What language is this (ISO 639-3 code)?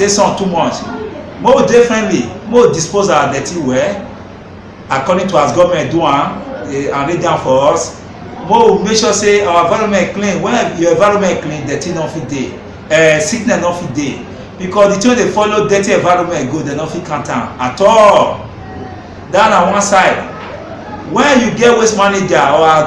pcm